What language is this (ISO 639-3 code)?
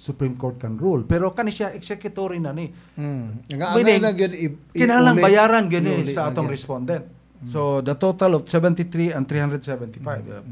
ceb